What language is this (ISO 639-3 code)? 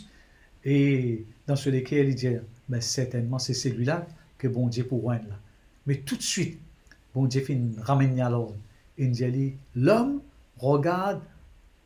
mfe